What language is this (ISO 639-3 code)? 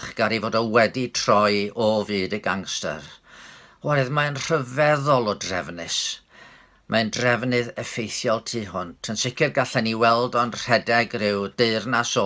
cym